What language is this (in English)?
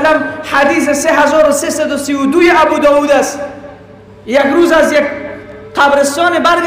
Persian